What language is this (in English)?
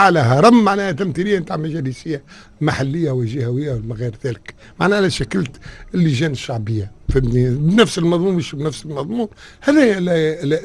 Tunisian Arabic